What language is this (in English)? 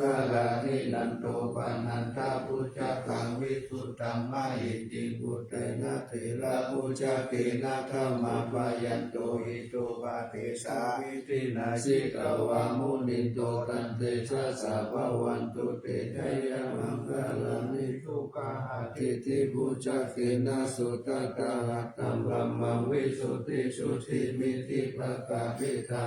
Pali